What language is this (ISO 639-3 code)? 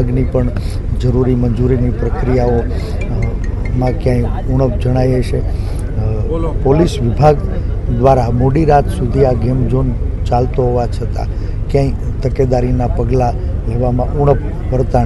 guj